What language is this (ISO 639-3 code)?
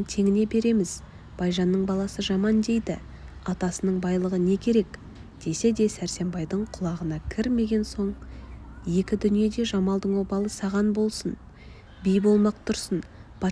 kaz